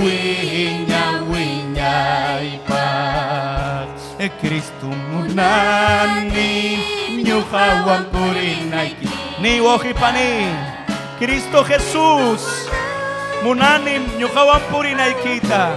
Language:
Ayacucho Quechua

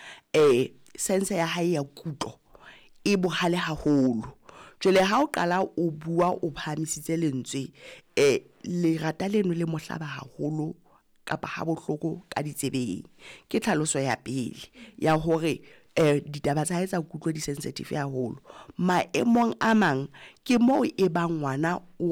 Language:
Southern Sotho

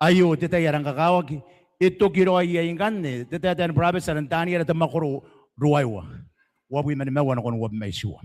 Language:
Gilbertese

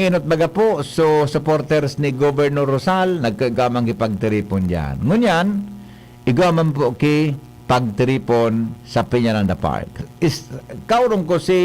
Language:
Bikol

